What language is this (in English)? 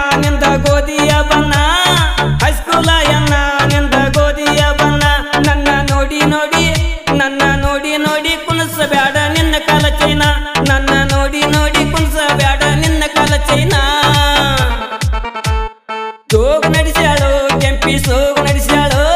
Kannada